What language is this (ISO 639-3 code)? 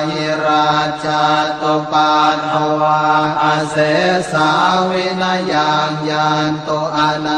pli